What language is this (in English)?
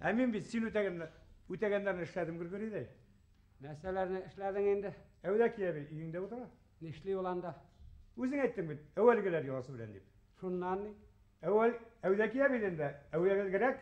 Bashkir